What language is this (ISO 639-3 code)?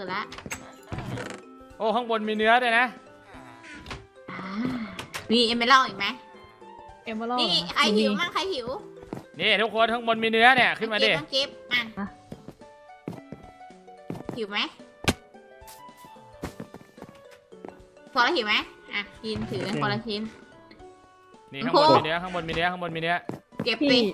tha